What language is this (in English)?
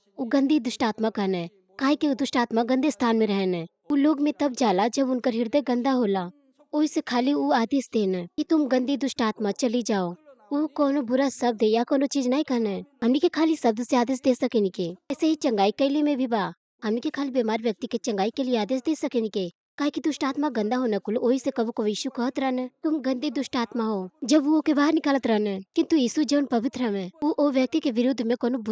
Bhojpuri